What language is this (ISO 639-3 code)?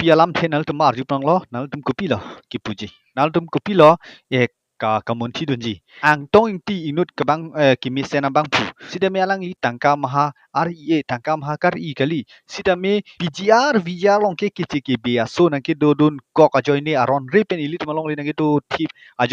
mjw